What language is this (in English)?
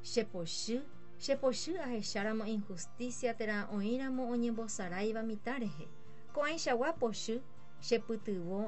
Guarani